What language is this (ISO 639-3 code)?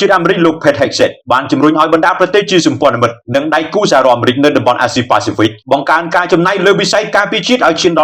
khm